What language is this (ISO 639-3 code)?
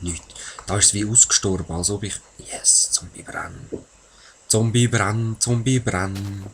gsw